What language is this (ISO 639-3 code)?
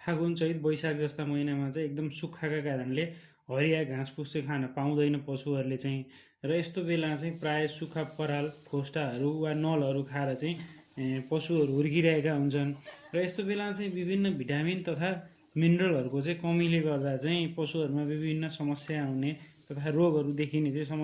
nep